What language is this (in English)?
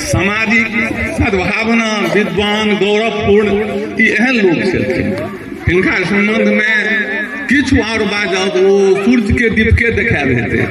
Maithili